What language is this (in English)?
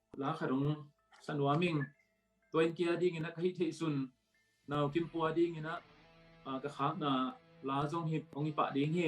Tedim Chin